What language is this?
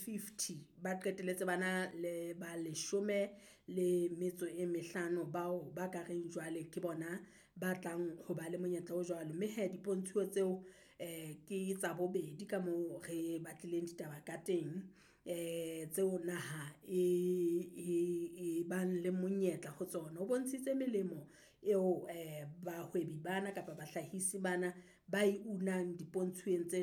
Southern Sotho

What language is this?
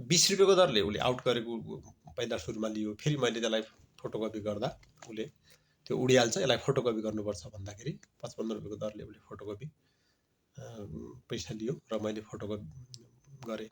Nepali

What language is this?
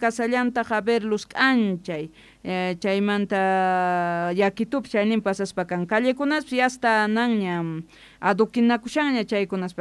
South Bolivian Quechua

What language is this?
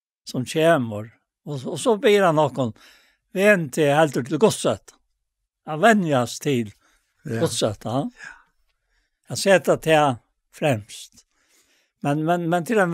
Faroese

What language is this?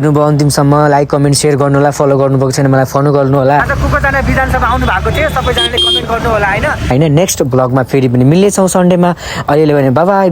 Nepali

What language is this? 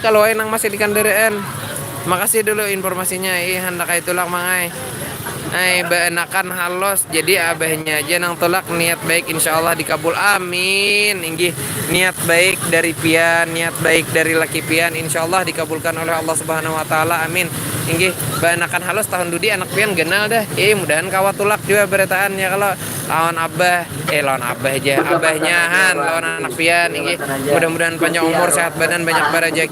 Banjar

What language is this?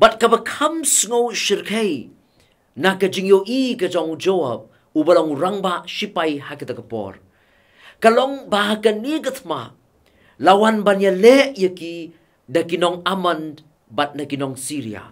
Khasi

